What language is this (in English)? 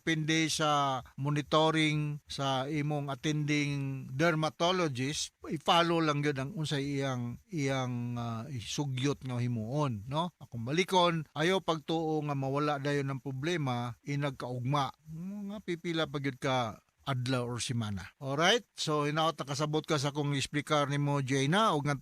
Cebuano